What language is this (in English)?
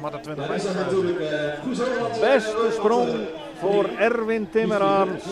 Western Frisian